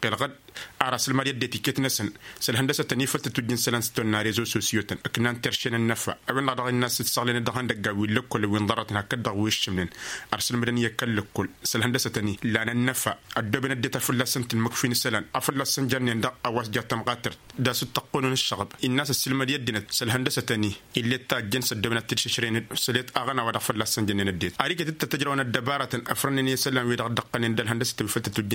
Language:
Tamasheq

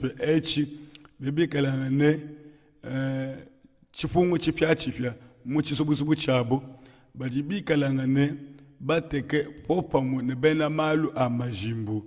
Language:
Luba-Lulua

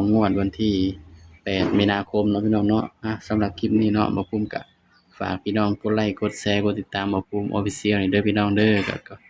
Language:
Northeastern Thai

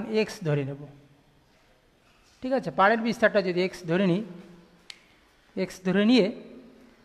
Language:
Bangla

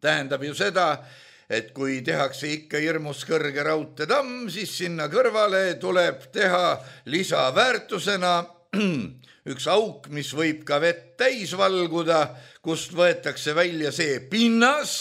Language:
Estonian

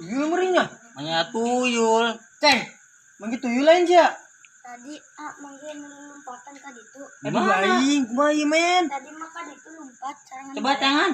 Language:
Sundanese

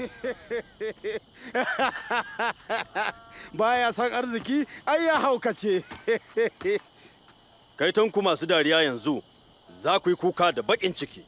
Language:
Hausa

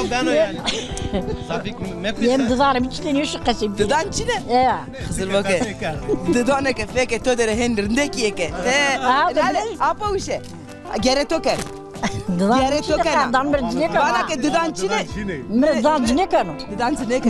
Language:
Zaza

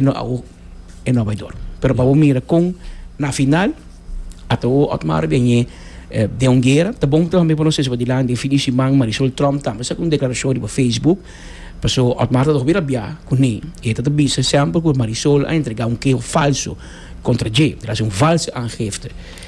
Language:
Papiamento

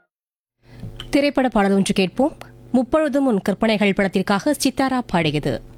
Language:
Tamil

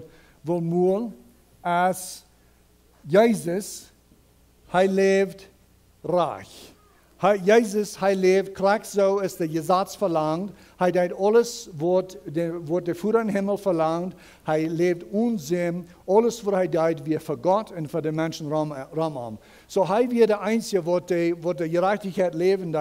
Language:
Plautdietsch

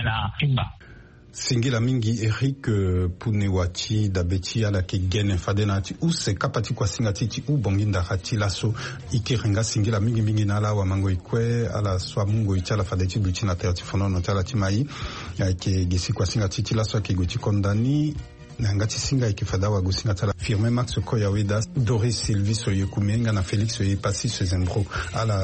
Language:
Sango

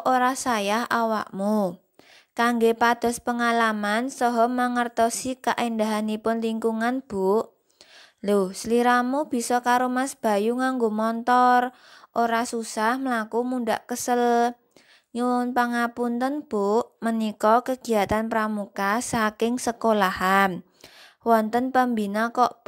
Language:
Javanese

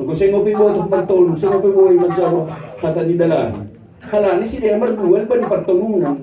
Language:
Batak Simalungun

